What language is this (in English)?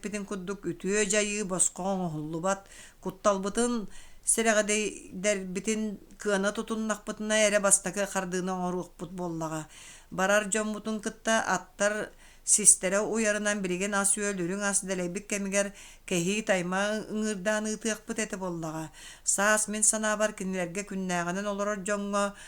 Yakut